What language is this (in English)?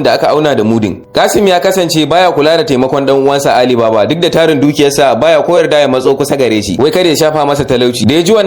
Hausa